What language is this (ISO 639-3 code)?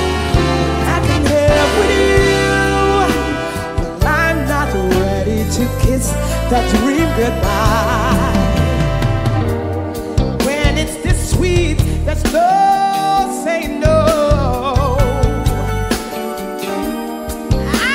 eng